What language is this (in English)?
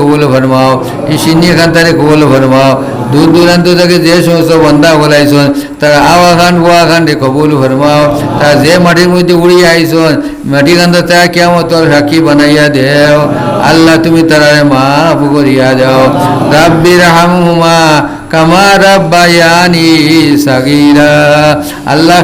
Sylheti